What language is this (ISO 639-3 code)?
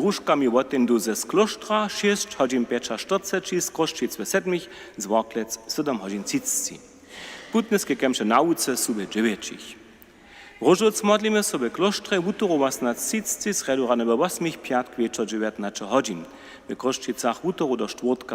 hsb